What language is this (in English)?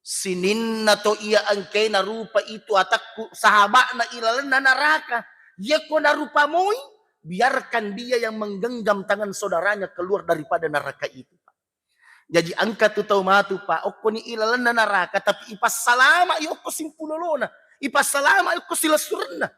Buginese